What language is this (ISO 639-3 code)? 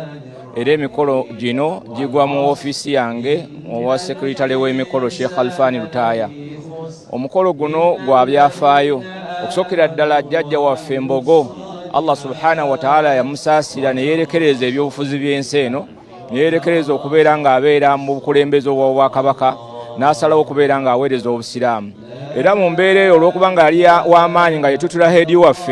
lug